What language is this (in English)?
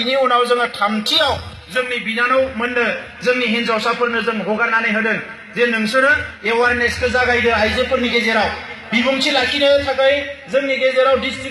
Bodo